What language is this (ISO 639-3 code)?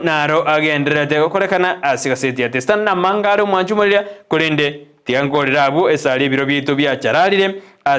guz